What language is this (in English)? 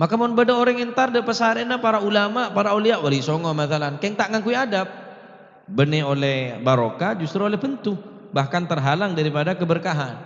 Madurese